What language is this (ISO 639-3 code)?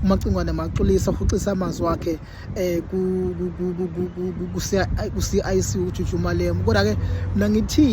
zul